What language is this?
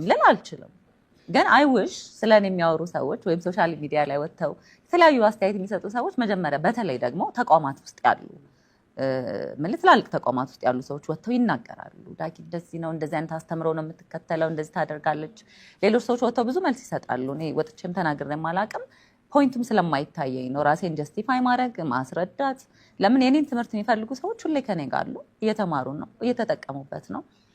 Amharic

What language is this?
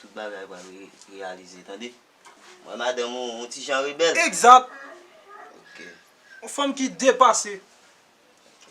Haitian Creole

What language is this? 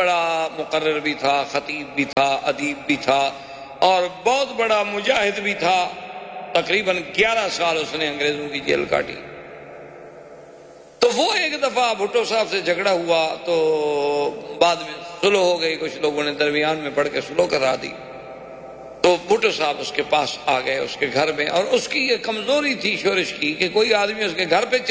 Urdu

